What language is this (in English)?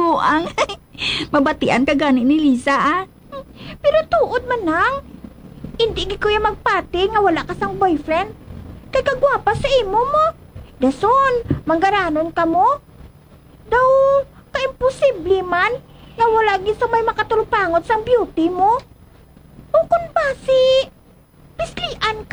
Hiligaynon